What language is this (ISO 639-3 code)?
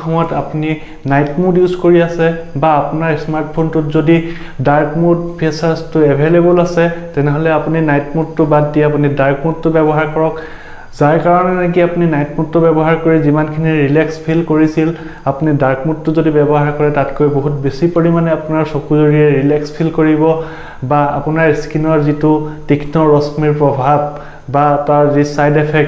asm